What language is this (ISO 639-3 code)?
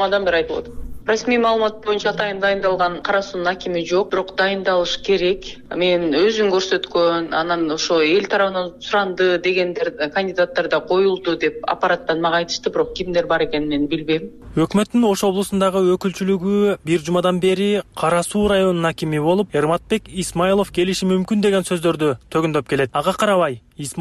kir